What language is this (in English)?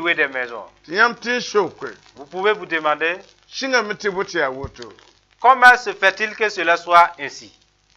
Mossi